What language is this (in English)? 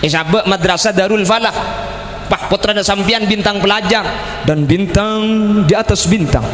Madurese